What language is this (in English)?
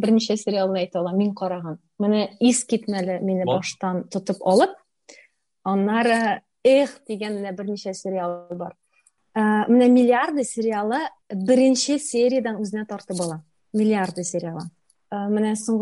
Tatar